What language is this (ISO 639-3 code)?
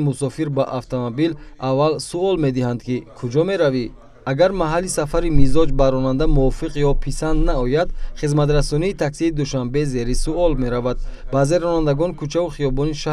tgk